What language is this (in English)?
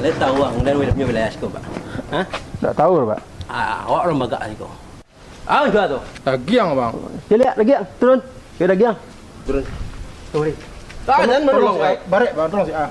Minangkabau